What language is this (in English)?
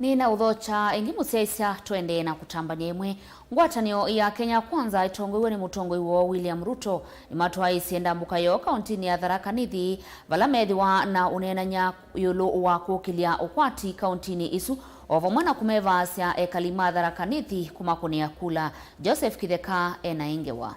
Kamba